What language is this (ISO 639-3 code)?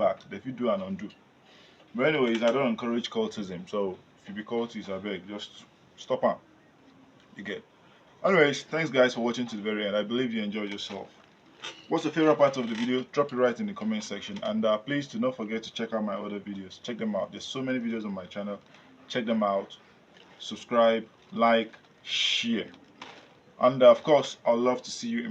pcm